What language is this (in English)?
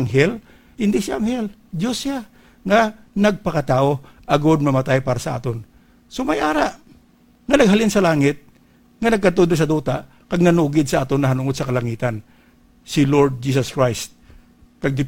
Hiligaynon